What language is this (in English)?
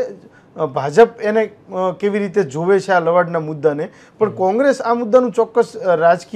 Gujarati